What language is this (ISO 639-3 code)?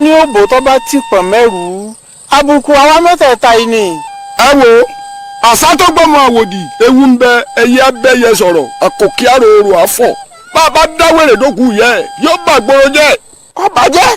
yor